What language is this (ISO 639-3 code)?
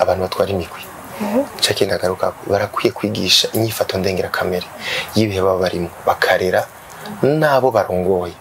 run